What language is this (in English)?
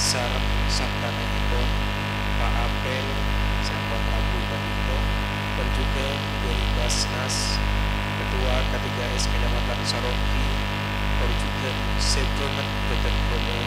Madurese